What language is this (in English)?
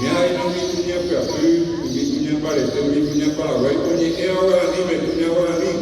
Guarani